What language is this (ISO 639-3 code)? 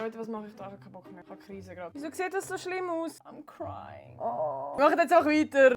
gsw